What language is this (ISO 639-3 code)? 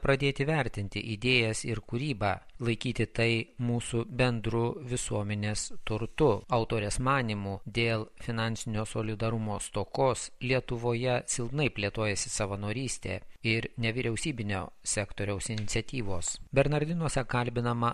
lit